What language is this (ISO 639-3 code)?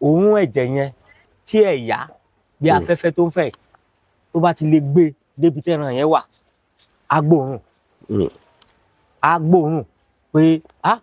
yor